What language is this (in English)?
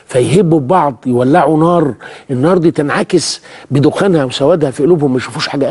Egyptian Arabic